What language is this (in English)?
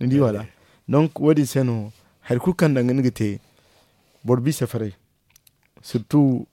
Zarma